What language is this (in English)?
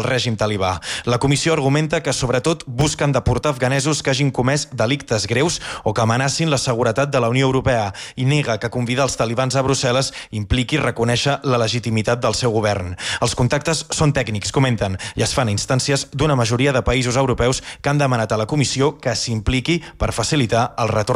Catalan